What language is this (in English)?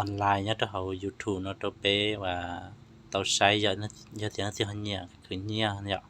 Hmong